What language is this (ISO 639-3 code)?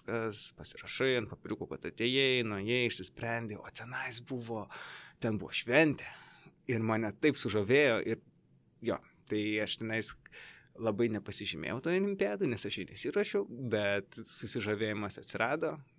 lit